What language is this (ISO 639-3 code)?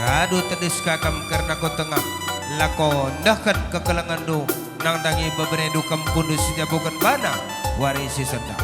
btx